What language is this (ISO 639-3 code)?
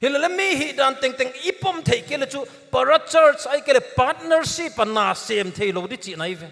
pck